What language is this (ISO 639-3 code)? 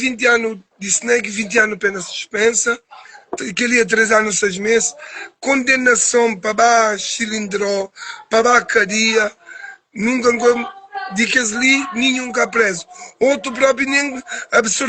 kea